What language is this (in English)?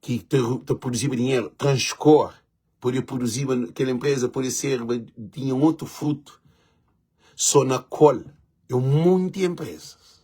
Kabuverdianu